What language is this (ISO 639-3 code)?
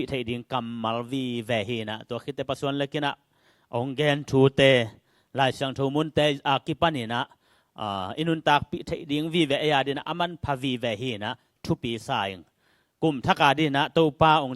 ctd